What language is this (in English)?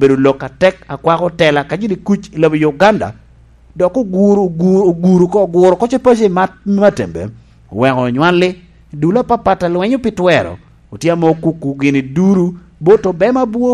Lango (Uganda)